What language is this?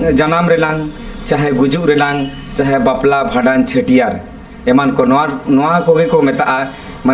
Santali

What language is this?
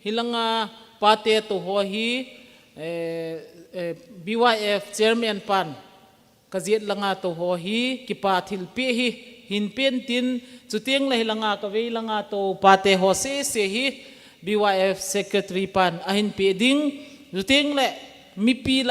Thado Chin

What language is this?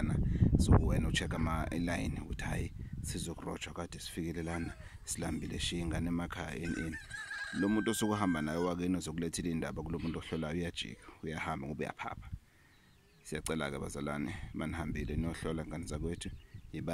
Zulu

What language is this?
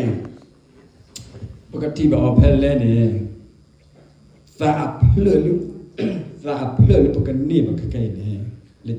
S'gaw Karen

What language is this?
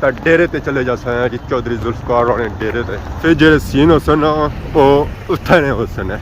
Pahari-Potwari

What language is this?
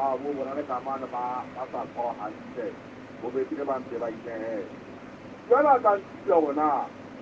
Southern Sotho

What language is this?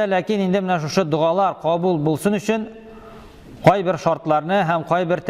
Tatar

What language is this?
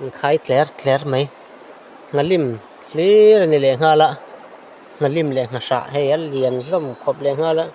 Mizo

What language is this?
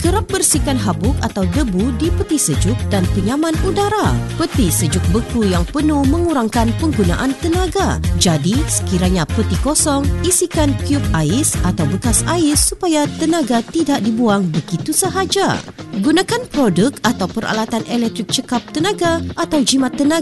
Malay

